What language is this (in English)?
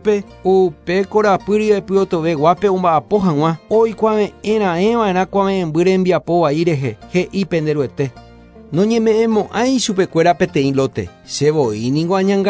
Guarani